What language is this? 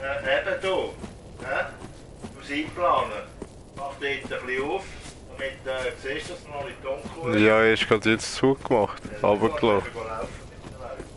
Swiss German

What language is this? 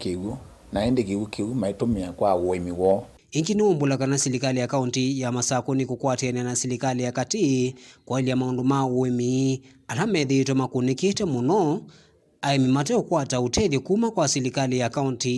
Kamba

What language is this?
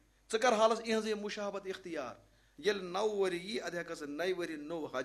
Kashmiri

